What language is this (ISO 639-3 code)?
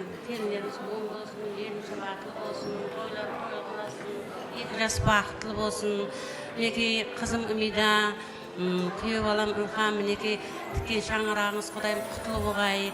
kaa